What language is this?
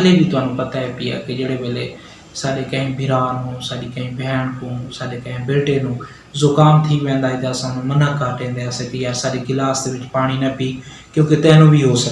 Saraiki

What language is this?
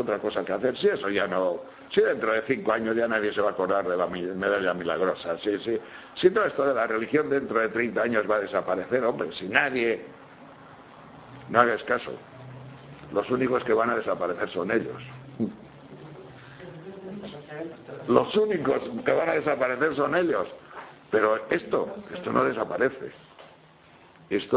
Spanish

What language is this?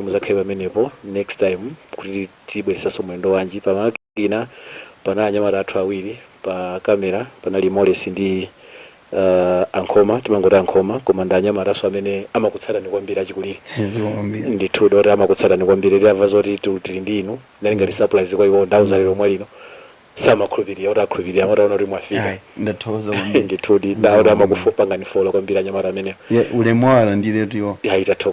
Nyanja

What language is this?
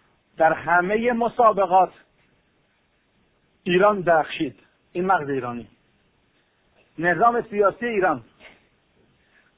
Persian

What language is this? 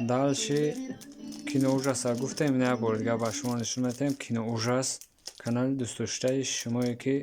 Tajik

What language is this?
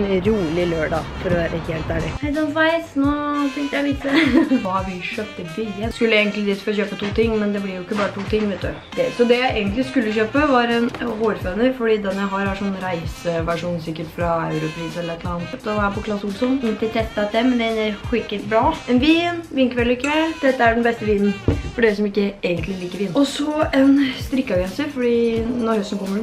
Norwegian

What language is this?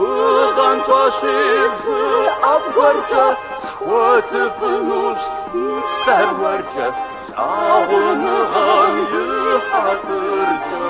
Kabardian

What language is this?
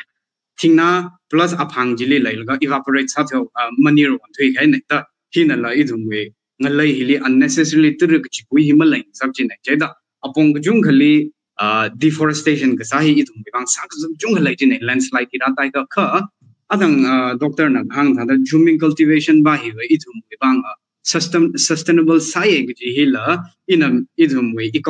Tangkhul Naga (India)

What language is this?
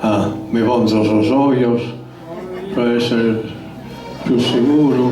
Sardinian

